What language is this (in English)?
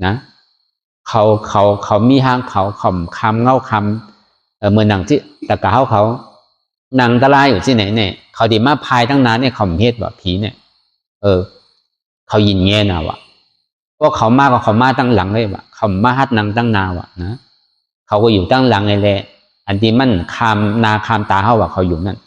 Shan